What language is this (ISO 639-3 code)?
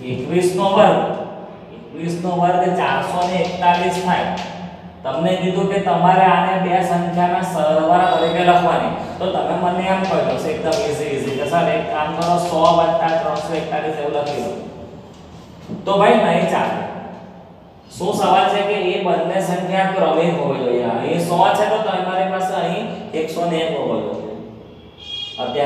guj